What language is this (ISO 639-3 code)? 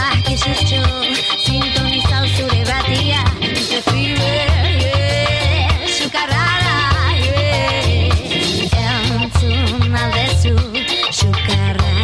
eus